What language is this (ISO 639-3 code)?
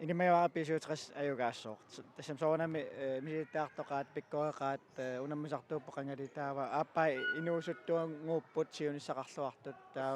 kal